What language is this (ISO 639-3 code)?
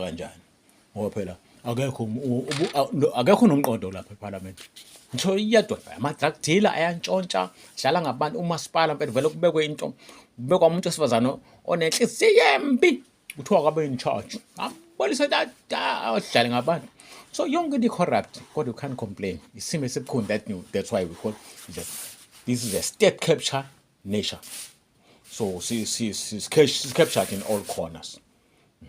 zul